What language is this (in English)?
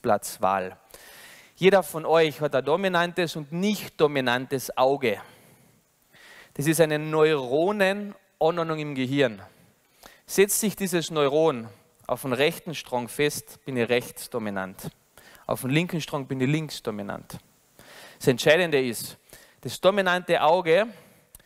German